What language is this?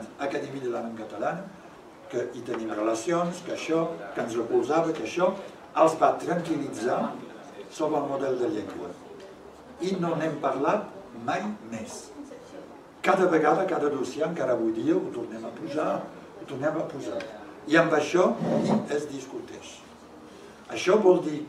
Catalan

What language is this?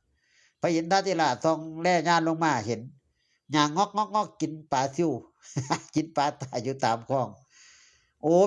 Northeastern Thai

